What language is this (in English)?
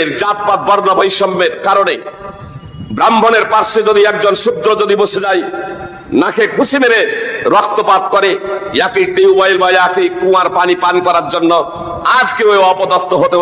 Bangla